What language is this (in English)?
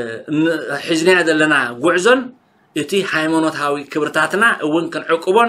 Tigrinya